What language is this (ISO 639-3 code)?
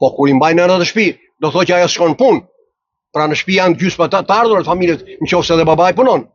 sqi